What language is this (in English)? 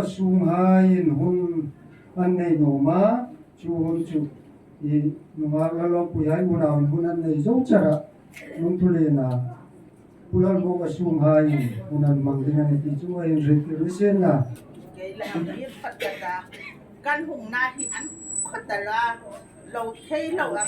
Hmar